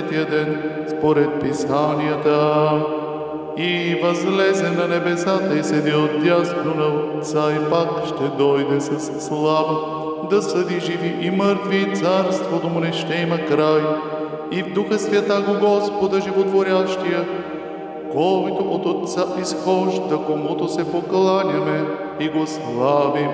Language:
Bulgarian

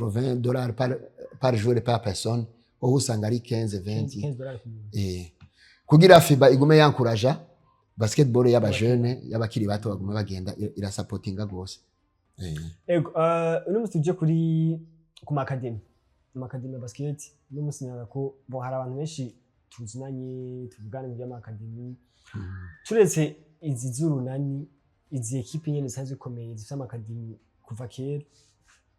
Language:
Rundi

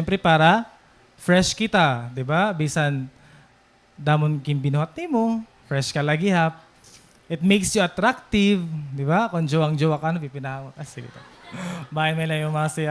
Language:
Waray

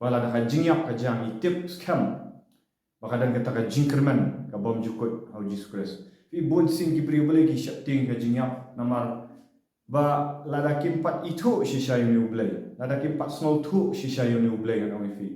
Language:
Khasi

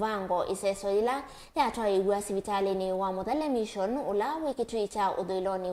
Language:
Kamba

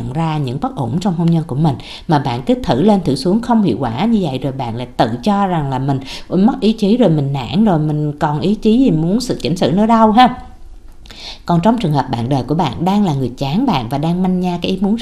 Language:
Vietnamese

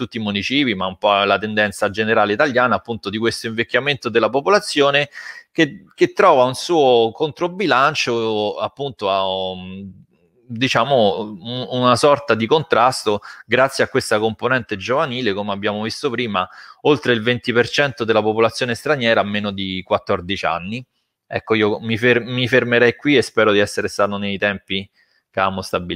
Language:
Italian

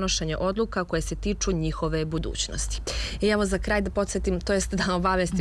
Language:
Serbian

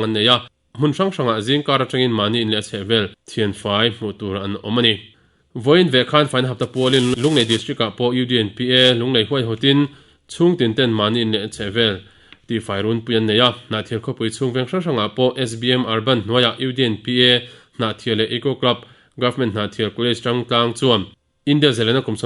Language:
Mizo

